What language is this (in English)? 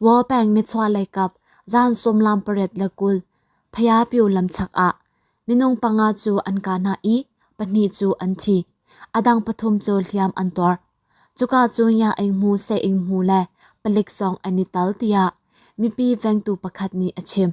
Hakha Chin